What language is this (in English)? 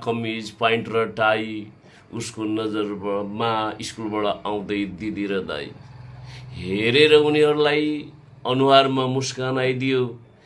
Nepali